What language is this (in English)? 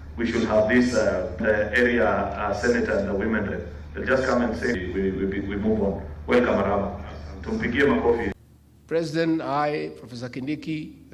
Kamba